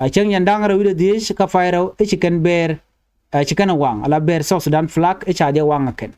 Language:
Nuer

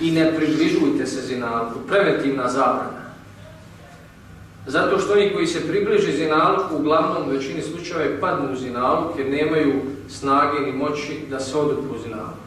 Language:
Bosnian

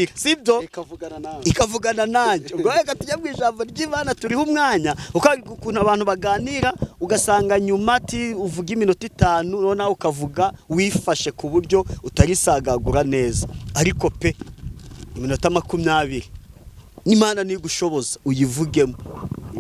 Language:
Kinyarwanda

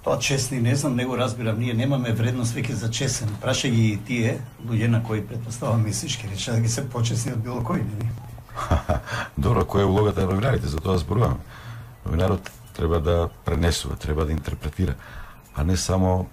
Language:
Macedonian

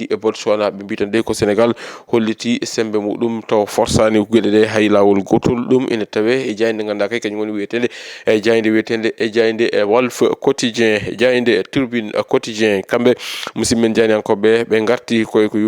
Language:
Fula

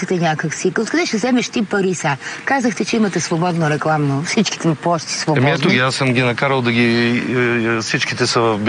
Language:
Bulgarian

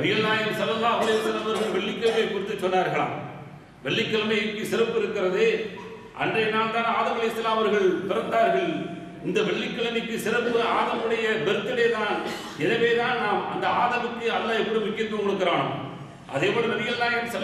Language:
Tamil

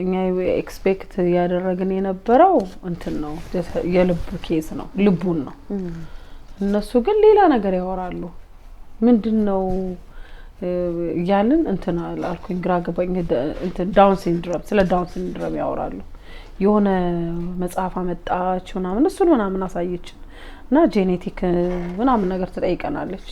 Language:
Amharic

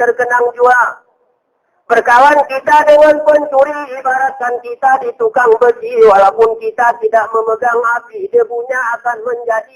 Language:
Gayo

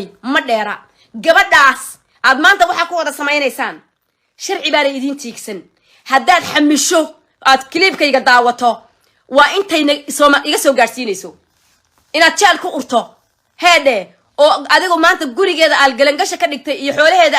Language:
Somali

